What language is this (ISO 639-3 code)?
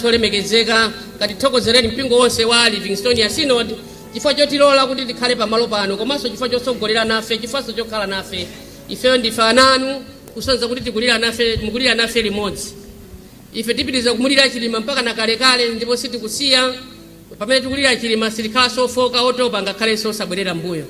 nya